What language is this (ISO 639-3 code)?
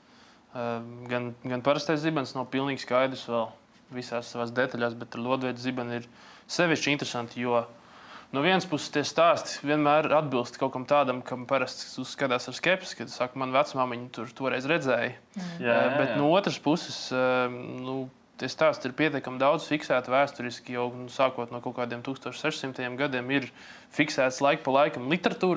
lav